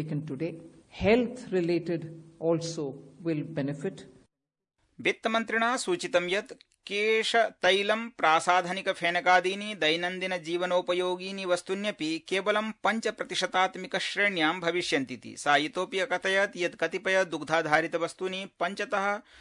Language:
Sanskrit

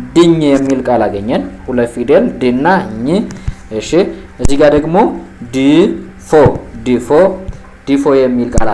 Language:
Amharic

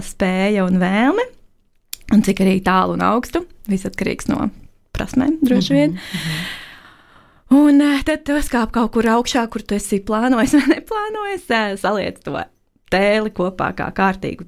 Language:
Latvian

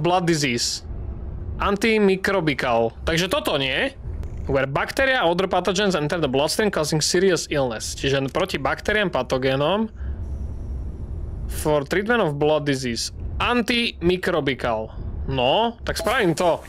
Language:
Slovak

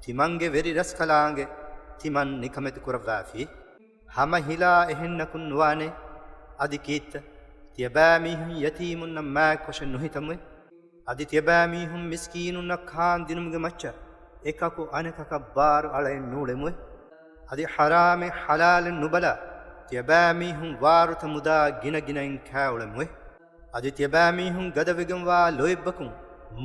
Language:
Divehi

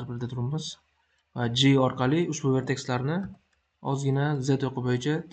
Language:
Uzbek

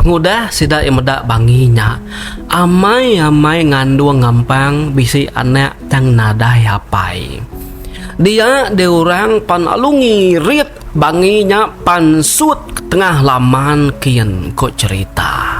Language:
Iban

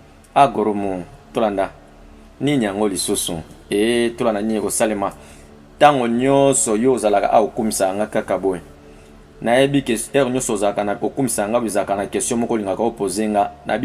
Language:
Lingala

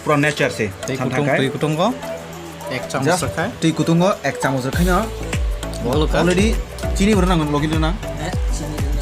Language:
Kok Borok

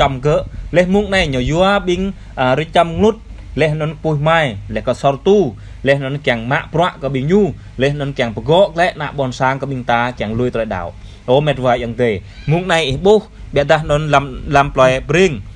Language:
Jarai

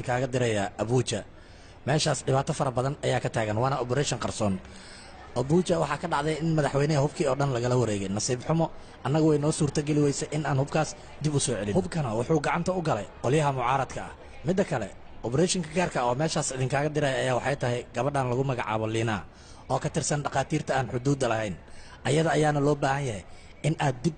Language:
Somali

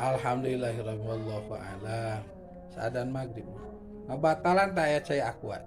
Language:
Sundanese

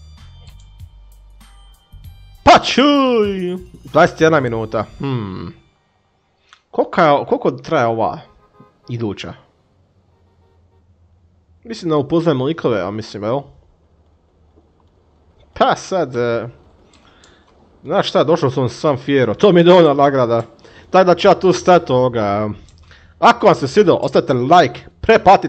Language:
Croatian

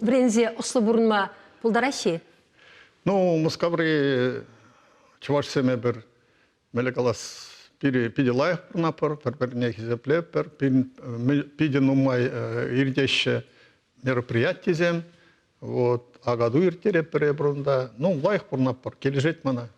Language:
Chuvash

